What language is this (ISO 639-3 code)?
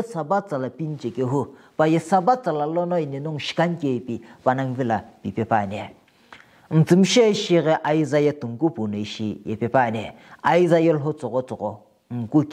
nsm